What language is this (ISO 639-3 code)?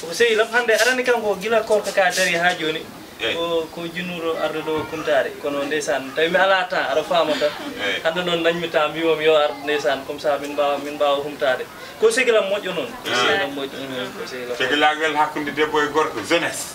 ful